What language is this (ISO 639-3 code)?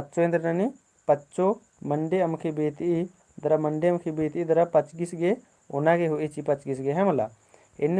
kru